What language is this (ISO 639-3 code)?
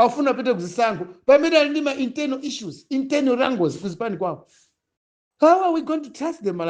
nya